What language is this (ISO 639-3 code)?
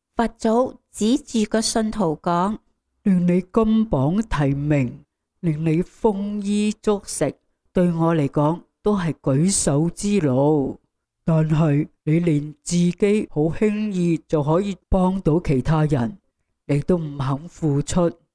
yue